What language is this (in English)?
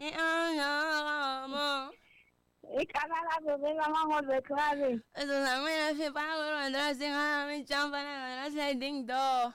Tsonga